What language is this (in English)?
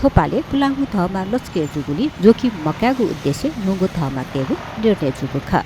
Newari